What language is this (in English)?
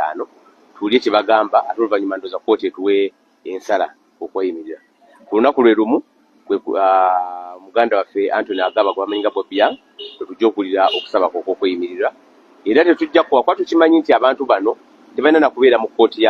Ganda